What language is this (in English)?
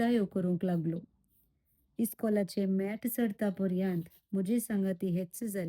Konkani